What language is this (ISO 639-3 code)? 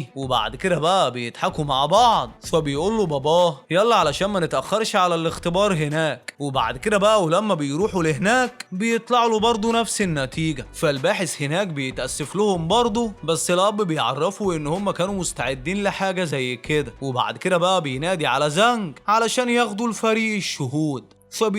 arz